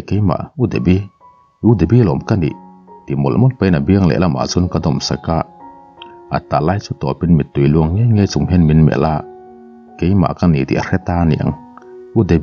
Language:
Mizo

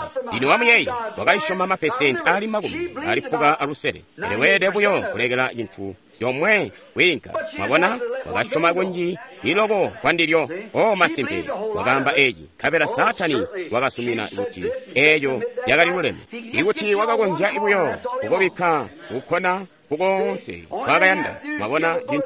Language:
Tonga (Zambia)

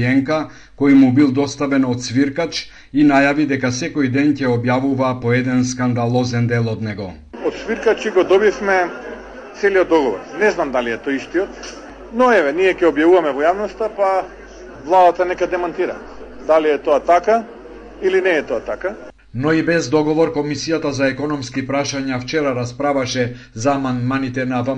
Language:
Macedonian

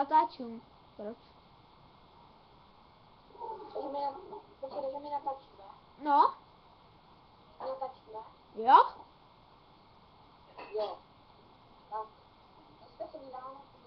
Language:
Czech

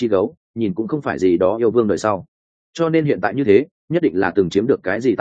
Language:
Vietnamese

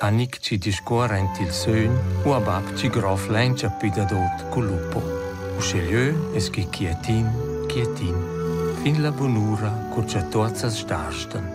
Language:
Romansh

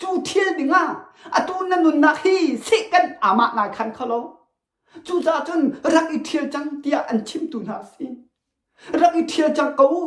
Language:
Hakha Chin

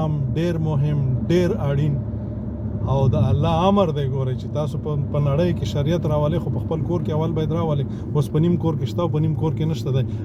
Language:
Pashto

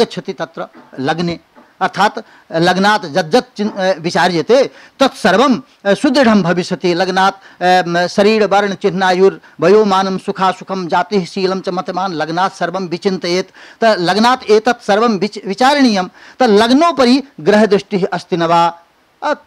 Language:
Sanskrit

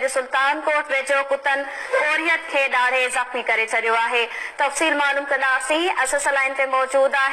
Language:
Sindhi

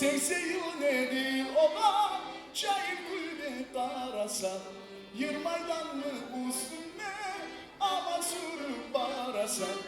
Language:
Kumyk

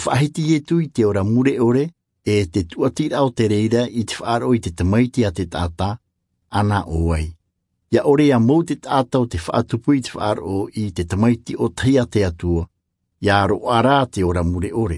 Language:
Tahitian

